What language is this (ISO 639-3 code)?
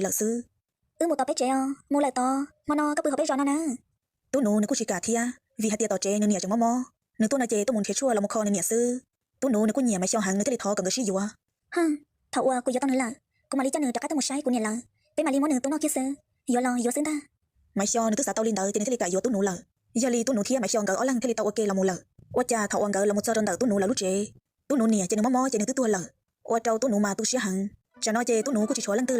hmn